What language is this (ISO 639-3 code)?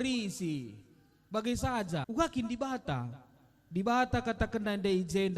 btx